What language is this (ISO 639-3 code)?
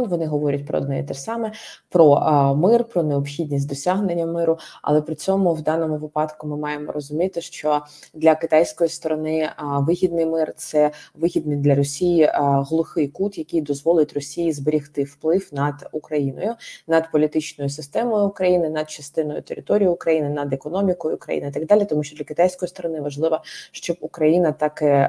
ukr